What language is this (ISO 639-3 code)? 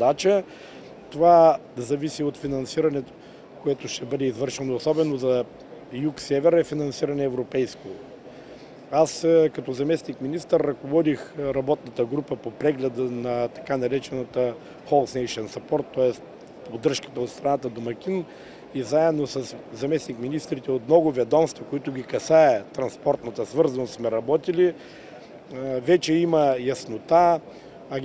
bul